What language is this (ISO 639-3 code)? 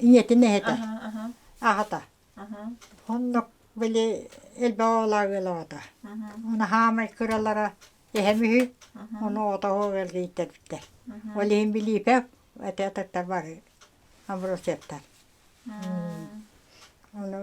sah